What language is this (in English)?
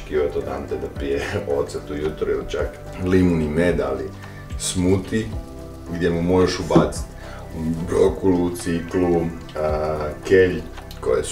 Croatian